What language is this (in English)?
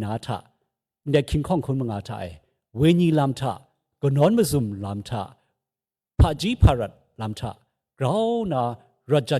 Kachin